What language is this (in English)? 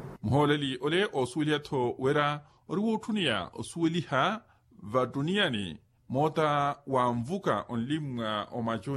Makhuwa